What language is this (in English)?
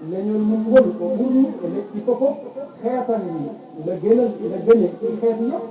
Fula